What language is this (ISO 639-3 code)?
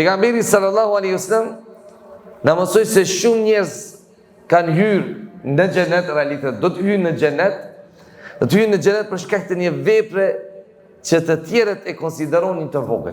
sqi